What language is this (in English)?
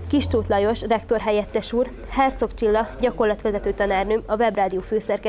Hungarian